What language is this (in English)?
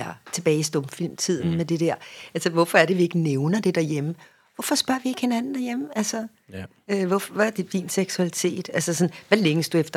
Danish